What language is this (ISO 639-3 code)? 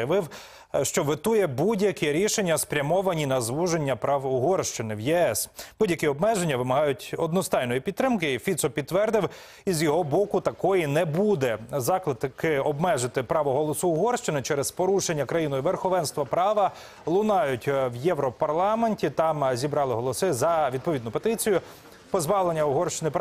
ukr